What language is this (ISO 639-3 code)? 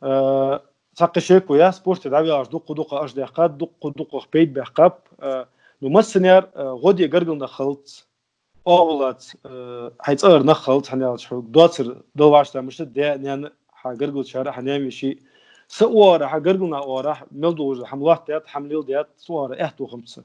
inh